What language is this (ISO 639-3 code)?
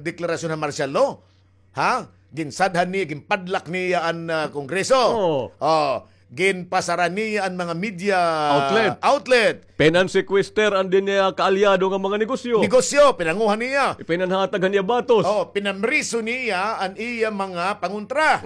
war